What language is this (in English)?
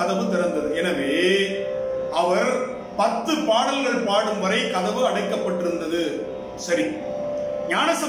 Tamil